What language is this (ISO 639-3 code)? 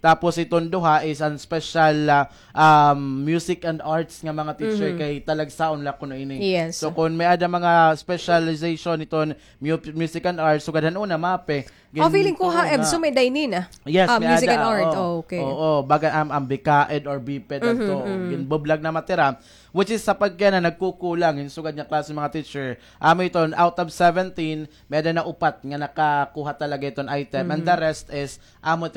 war